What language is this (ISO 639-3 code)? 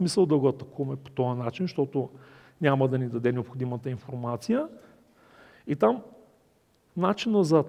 bul